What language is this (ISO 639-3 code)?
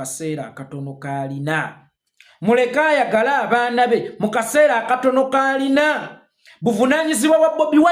lug